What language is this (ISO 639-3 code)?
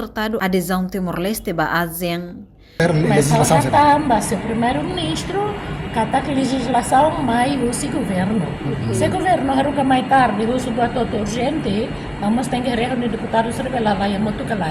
tet